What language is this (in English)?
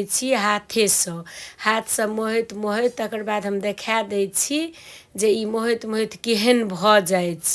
Maithili